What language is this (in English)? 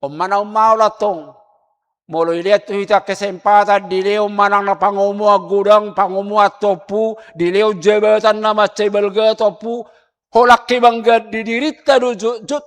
Batak Toba